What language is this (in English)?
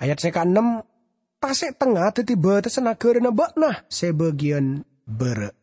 Madurese